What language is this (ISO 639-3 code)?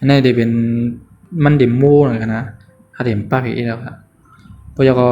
shn